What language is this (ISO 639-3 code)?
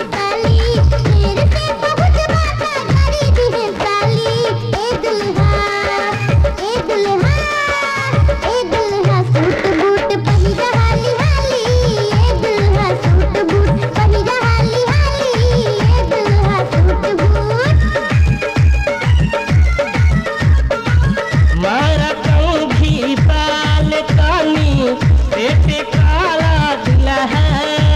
bho